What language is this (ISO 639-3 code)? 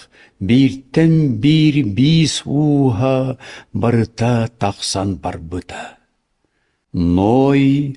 sah